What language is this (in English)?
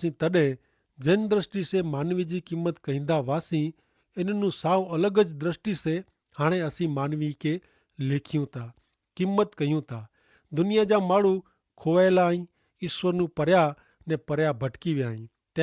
Kachhi